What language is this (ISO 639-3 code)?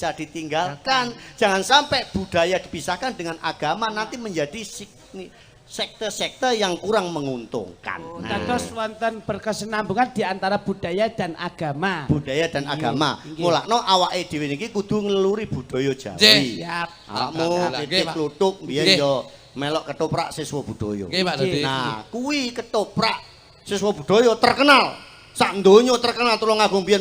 jav